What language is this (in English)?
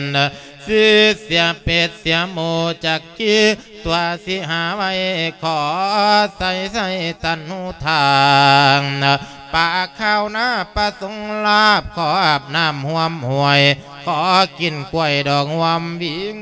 Lao